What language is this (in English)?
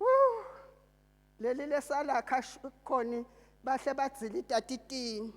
Zulu